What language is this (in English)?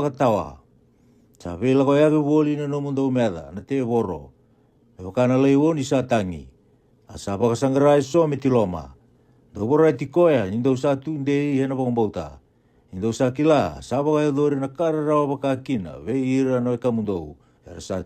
Fijian